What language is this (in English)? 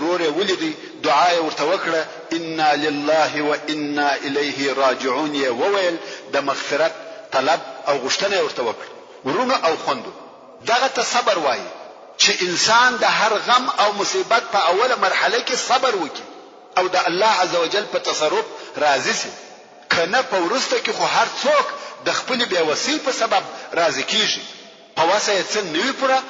Pashto